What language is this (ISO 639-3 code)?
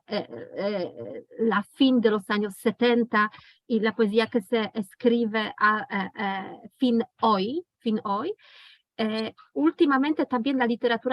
lad